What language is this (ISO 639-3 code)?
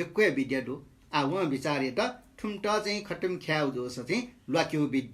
new